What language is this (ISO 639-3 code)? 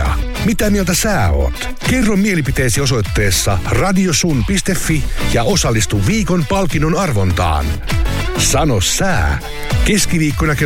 fin